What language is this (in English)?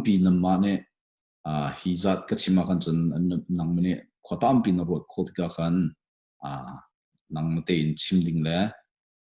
Hakha Chin